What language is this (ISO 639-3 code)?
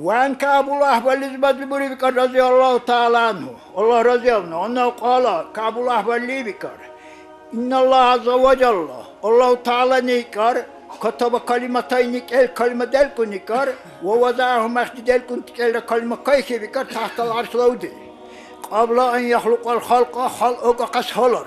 dar